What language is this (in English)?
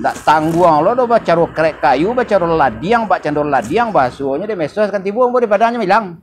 Minangkabau